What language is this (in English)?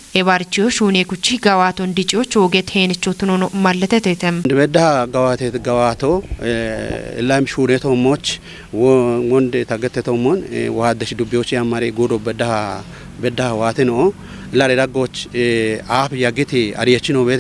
Kafa